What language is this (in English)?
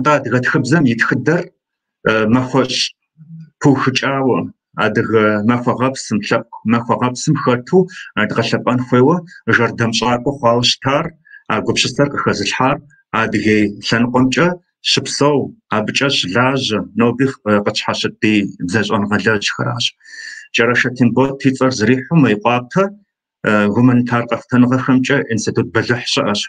Kabardian